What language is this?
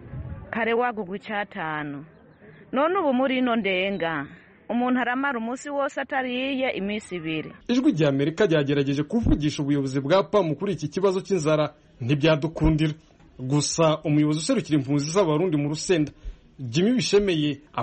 Kinyarwanda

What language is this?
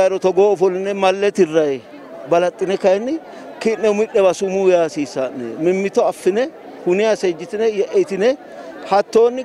Sidamo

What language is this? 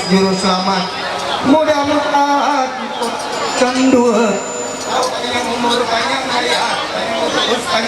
Ma'anyan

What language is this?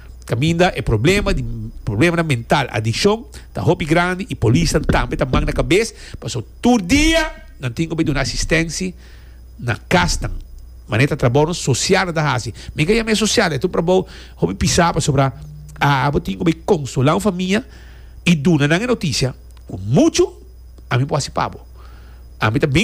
Papiamento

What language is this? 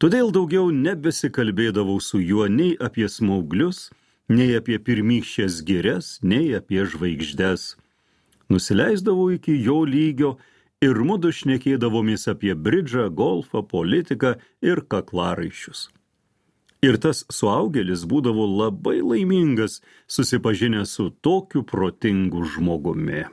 Lithuanian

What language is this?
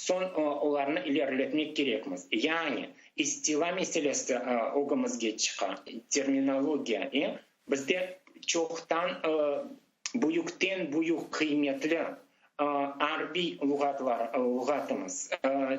Crimean Tatar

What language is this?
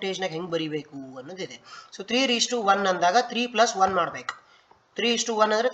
Kannada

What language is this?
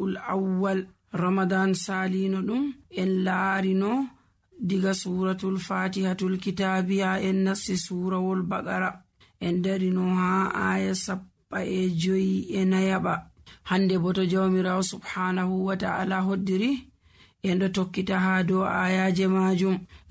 Nigerian Fulfulde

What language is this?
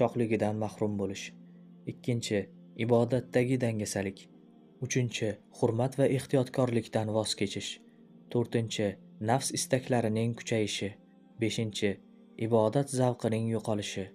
Uzbek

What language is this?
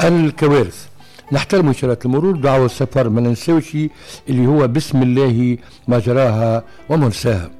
Tunisian Arabic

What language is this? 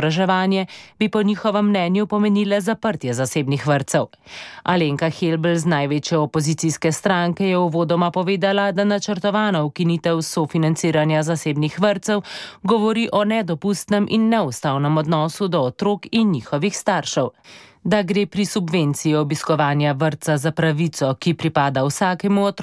Slovenian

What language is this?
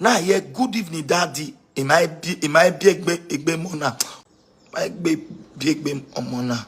Nigerian Pidgin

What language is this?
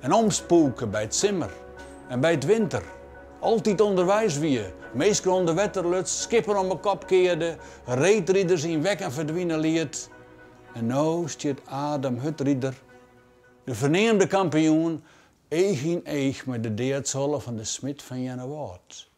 Western Frisian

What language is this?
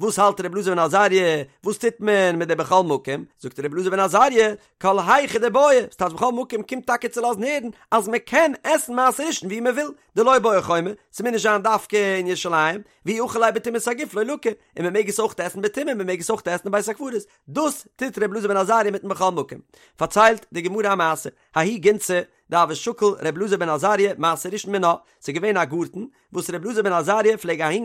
Yiddish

